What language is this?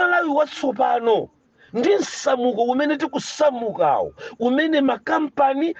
Nyanja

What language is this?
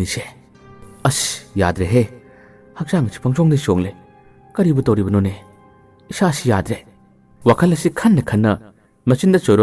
Manipuri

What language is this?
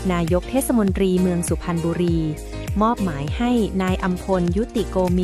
Lao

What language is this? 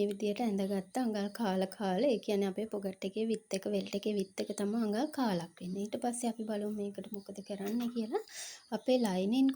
Sinhala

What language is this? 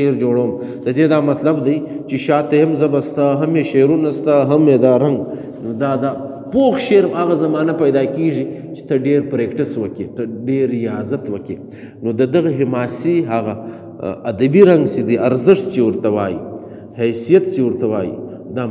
Pashto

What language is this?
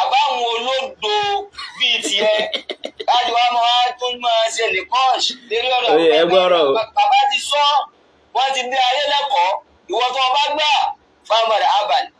Yoruba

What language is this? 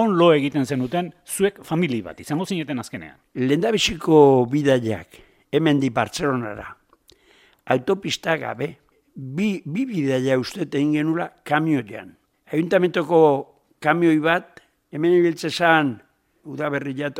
Basque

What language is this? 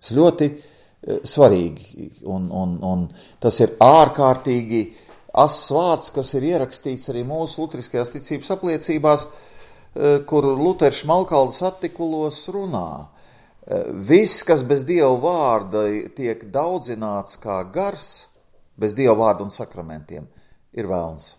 Latvian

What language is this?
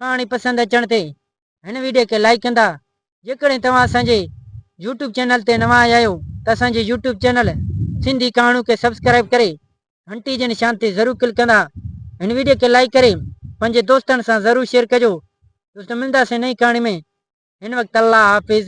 Sindhi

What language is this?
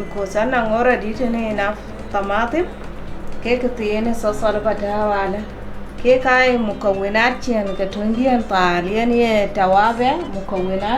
Dinka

